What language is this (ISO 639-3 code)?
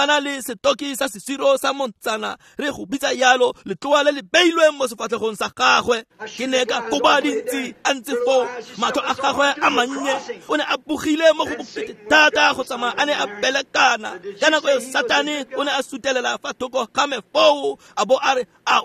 tsn